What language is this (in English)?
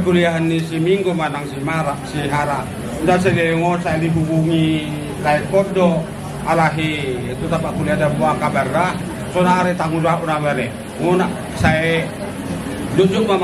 Batak Toba